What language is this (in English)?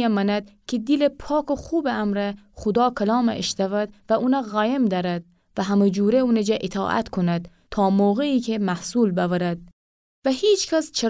Gilaki